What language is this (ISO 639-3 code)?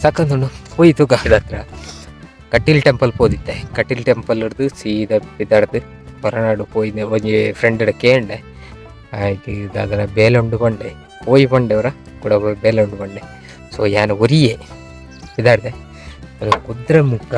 tcy